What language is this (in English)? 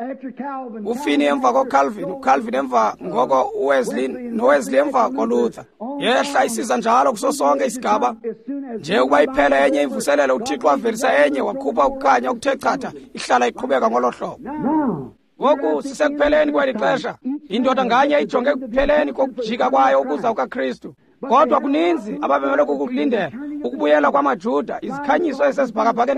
Xhosa